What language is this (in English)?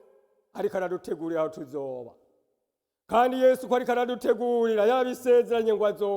Rundi